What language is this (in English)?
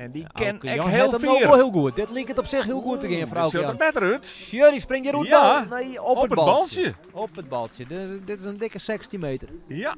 Western Frisian